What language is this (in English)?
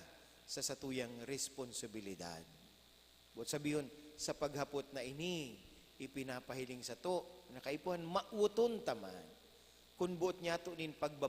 Bikol